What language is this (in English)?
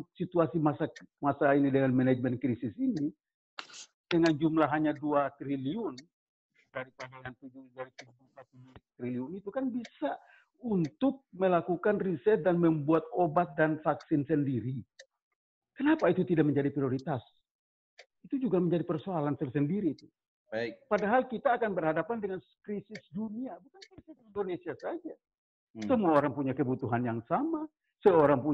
Indonesian